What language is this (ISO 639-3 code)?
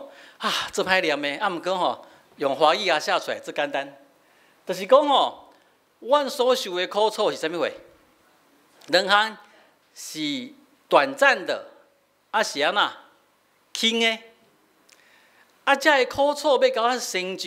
nan